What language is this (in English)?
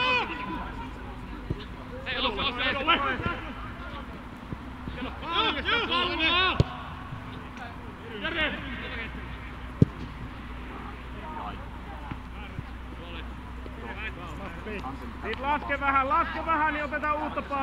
Finnish